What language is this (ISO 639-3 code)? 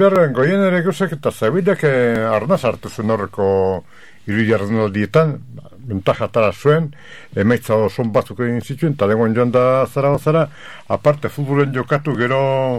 eus